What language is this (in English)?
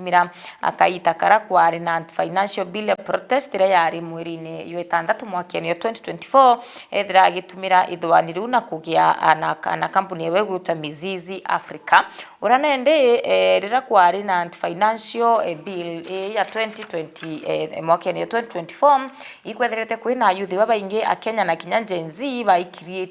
Meru